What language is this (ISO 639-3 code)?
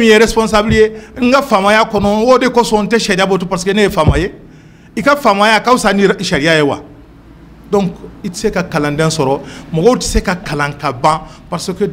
bam